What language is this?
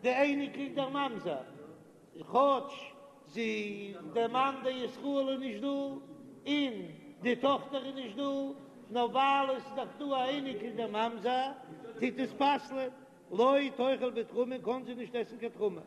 Yiddish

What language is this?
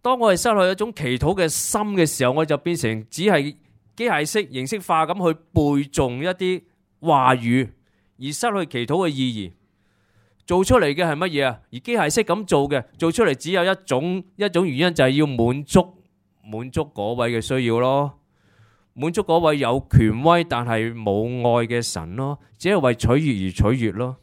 Cantonese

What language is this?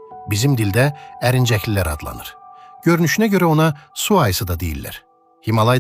Azerbaijani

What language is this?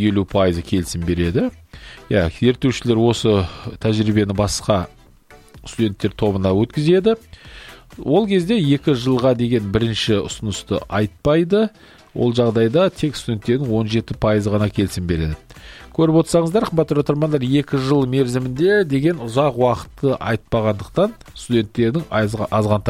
Kazakh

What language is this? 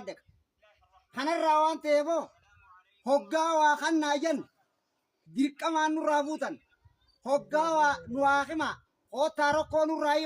Oromo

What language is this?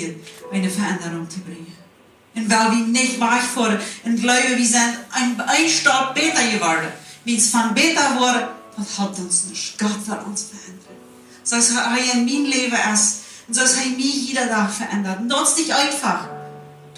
Plautdietsch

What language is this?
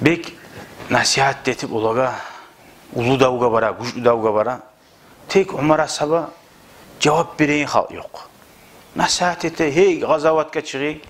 Kumyk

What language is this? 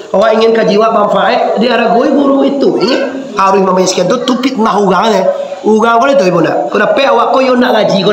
Minangkabau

